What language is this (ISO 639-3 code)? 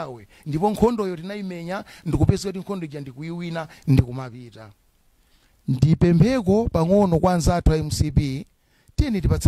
nya